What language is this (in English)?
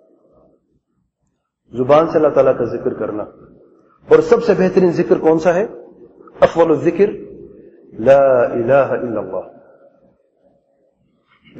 Urdu